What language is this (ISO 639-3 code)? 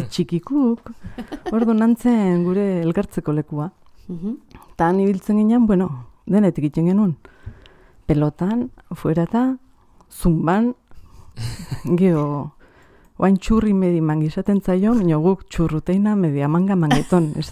eus